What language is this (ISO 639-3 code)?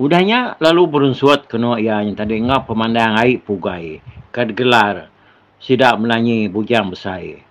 iba